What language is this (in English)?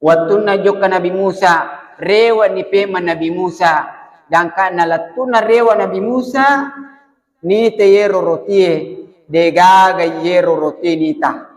Buginese